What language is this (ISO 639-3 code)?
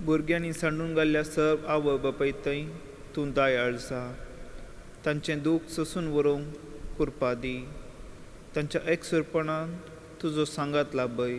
kok